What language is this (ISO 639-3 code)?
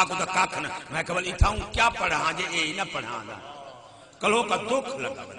skr